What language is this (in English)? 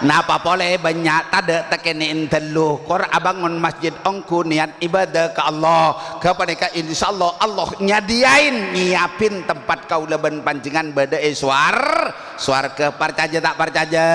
Madurese